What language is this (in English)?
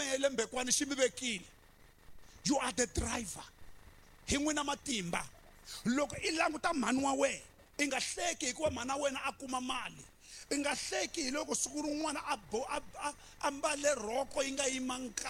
Tsonga